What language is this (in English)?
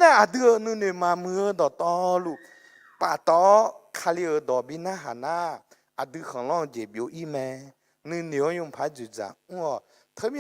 Akha